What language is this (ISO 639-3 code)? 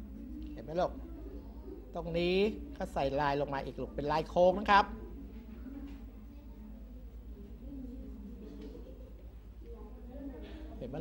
tha